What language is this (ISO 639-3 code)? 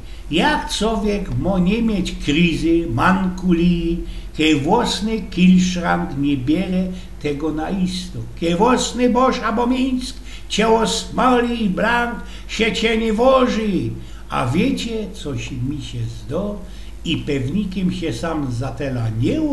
szl